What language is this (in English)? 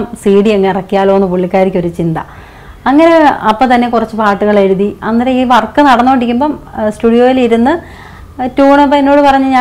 Malayalam